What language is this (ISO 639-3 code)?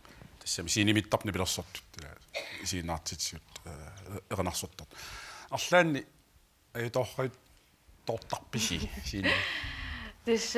kal